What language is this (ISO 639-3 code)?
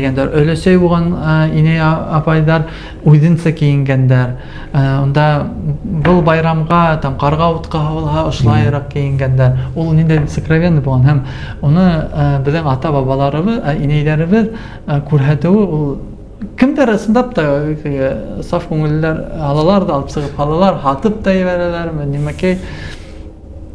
bak